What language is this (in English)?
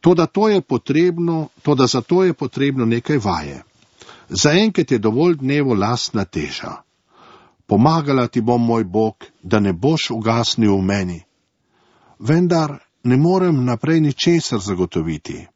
Slovenian